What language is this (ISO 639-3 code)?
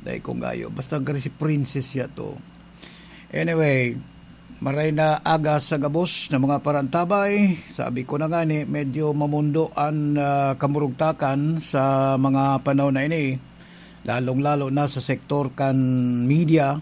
bik